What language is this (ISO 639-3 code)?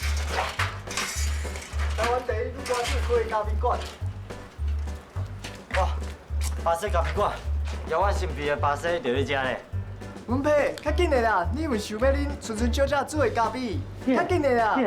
nan